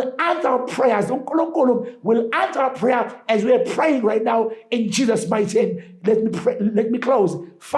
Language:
Zulu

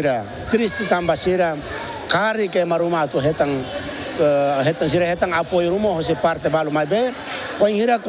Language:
Tetum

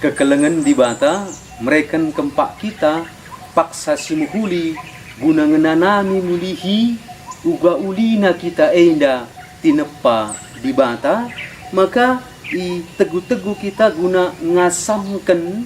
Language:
Batak Karo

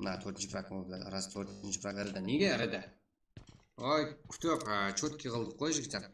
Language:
Kara-Kalpak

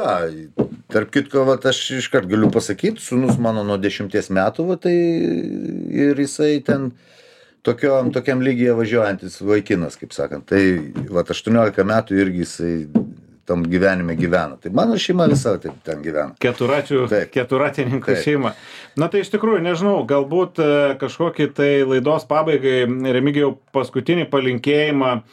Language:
Lithuanian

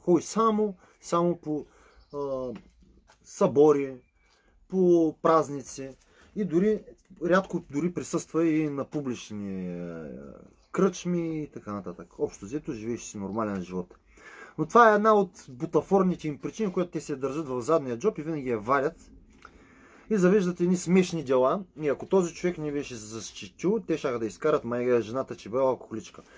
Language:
Bulgarian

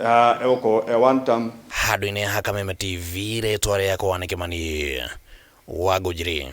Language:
Kikuyu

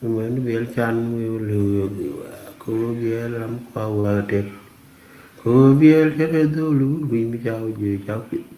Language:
Nuer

